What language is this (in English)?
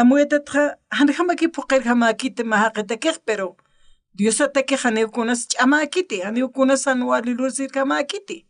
Aymara